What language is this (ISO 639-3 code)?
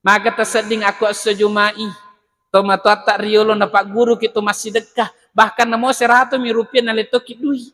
bug